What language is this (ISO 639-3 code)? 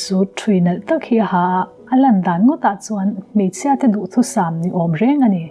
lus